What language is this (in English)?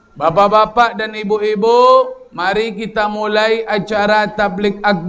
Minangkabau